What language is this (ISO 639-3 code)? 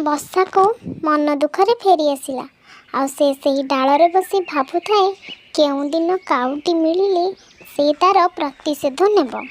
ori